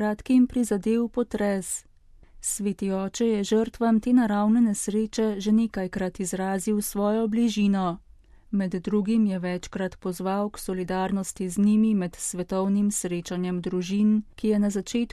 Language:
Slovenian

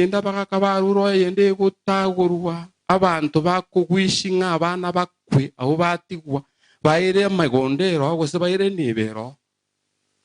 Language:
Gusii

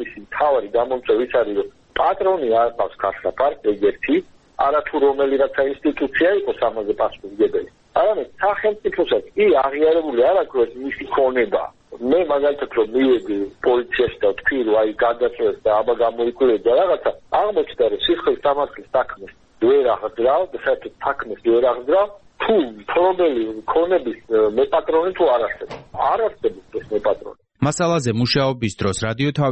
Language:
Georgian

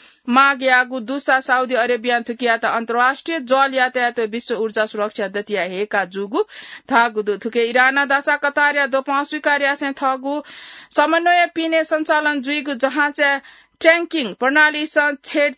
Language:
Newari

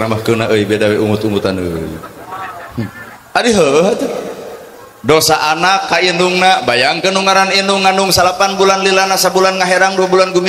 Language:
Sundanese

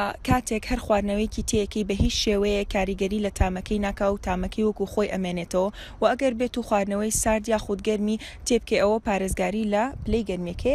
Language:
Central Kurdish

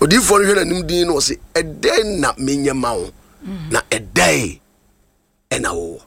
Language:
Akan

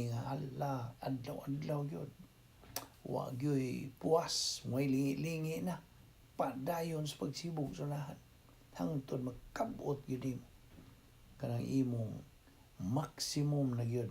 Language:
Cebuano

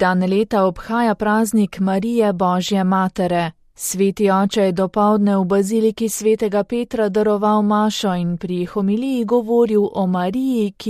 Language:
Slovenian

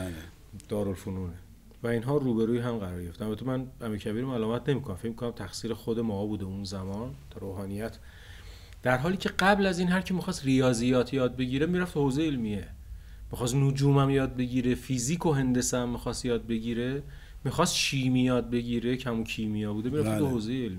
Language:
Persian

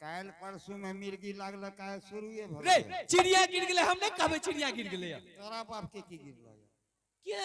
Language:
Angika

